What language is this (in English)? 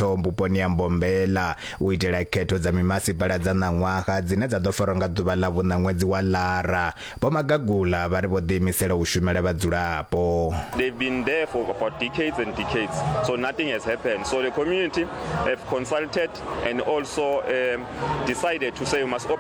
Venda